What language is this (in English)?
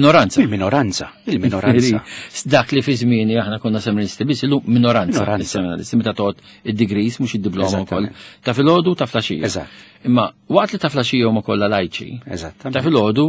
Maltese